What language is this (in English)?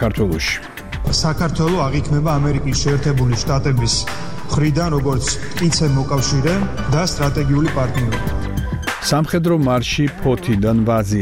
Georgian